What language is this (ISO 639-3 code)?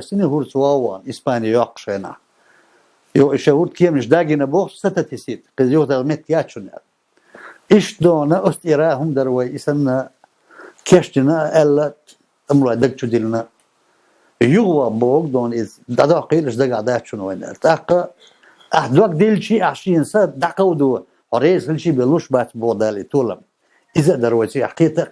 che